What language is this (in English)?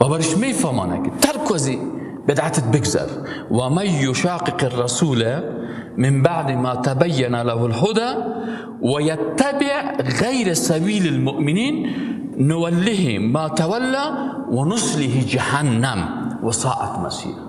Persian